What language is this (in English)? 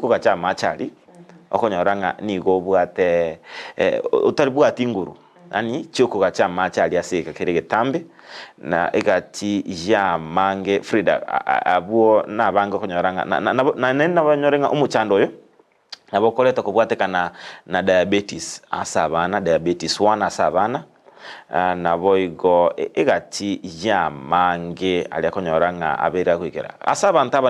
Gusii